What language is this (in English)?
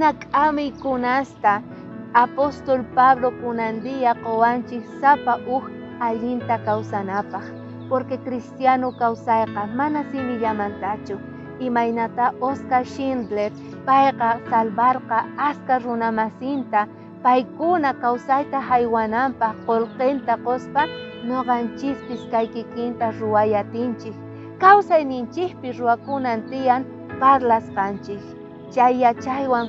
South Bolivian Quechua